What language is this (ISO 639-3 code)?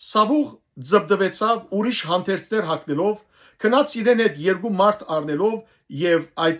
hyw